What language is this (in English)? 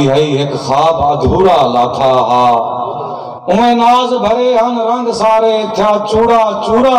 Saraiki